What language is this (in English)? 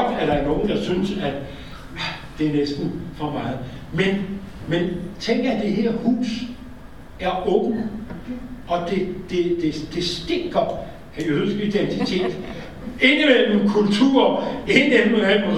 Danish